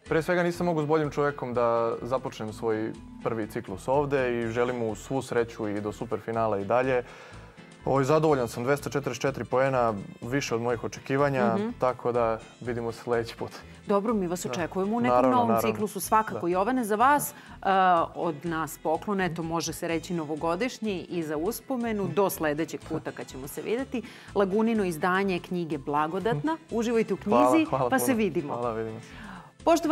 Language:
Serbian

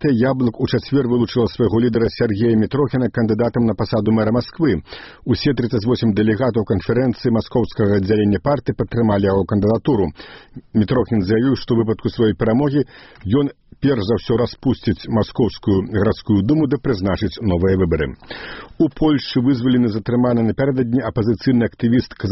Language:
Belarusian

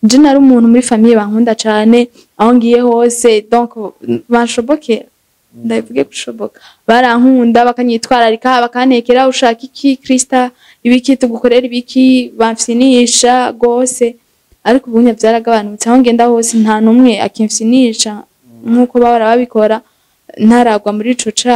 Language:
Rundi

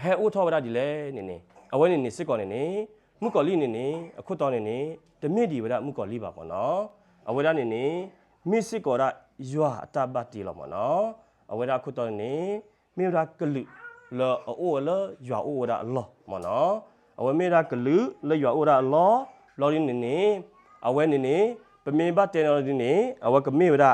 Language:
S'gaw Karen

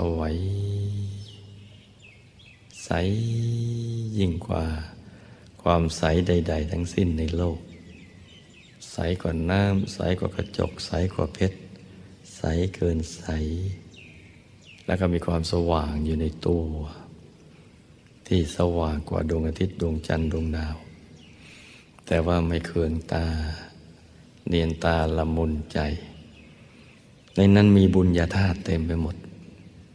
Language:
Thai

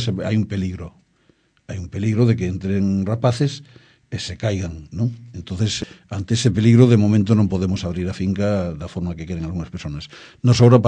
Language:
Galician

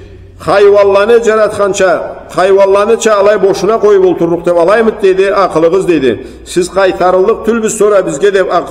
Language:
Karachay-Balkar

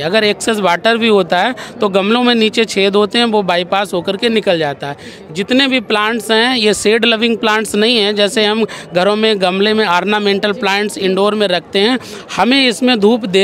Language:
Hindi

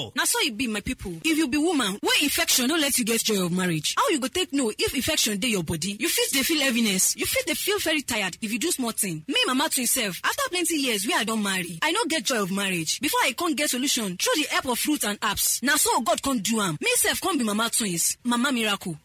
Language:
Nigerian Pidgin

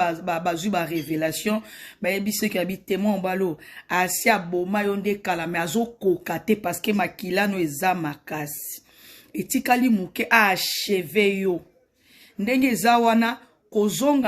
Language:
Lingala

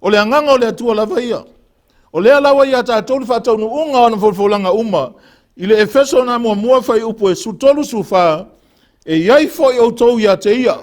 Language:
Samoan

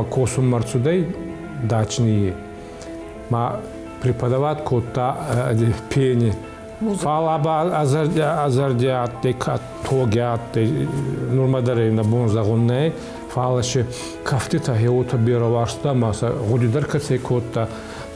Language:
Ossetic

